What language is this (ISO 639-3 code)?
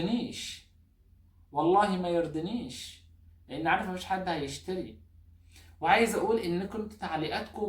arz